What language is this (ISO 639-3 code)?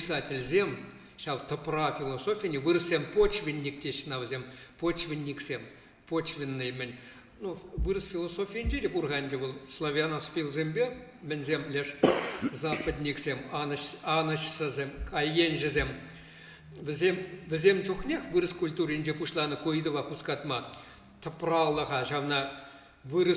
chv